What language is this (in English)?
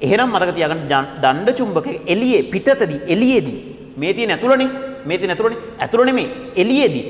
Sinhala